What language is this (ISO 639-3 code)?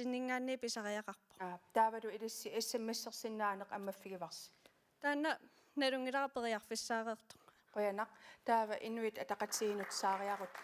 kal